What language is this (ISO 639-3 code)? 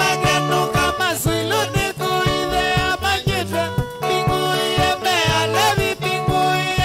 kam